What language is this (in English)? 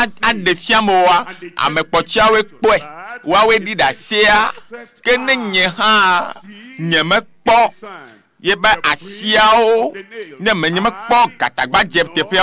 Ewe